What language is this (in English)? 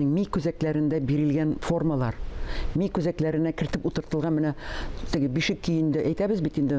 Tatar